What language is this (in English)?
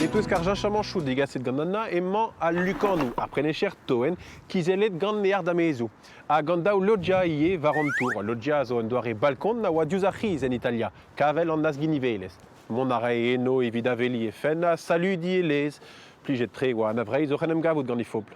Breton